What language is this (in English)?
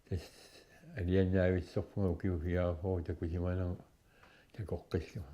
Kalaallisut